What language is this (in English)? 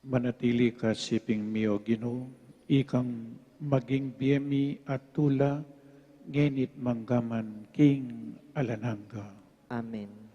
Pampanga